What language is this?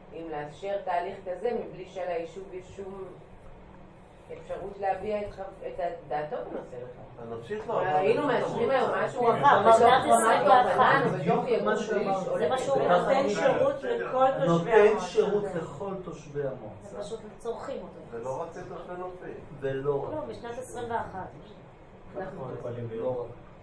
Hebrew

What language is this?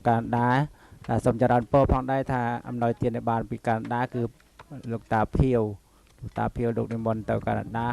Khmer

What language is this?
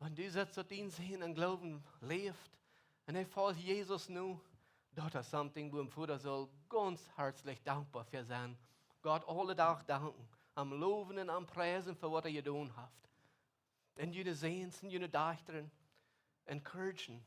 Plautdietsch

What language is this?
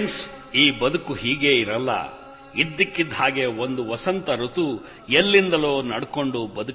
Kannada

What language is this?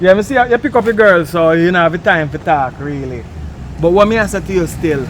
Jamaican Creole English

